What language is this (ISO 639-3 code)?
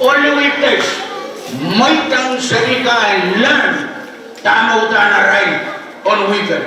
pon